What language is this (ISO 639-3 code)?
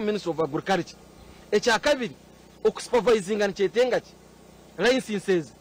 nyn